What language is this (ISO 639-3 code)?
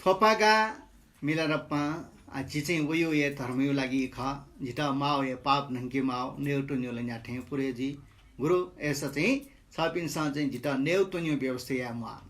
new